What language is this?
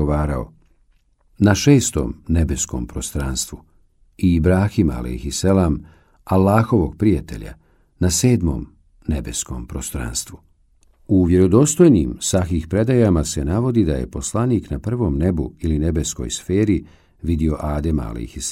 Bosnian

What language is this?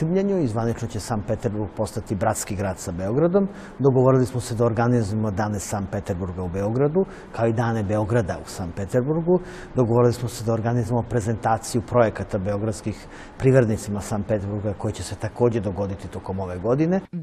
Serbian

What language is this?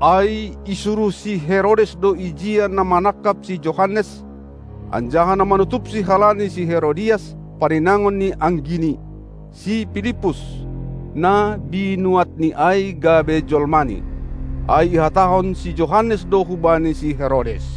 Batak Simalungun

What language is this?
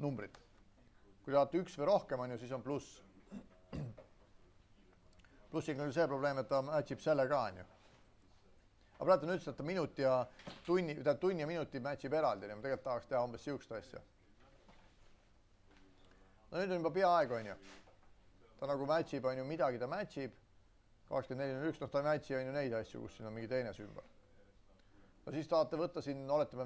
Estonian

